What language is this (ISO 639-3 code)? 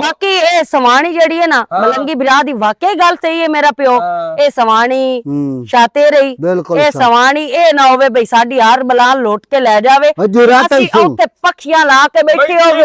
lah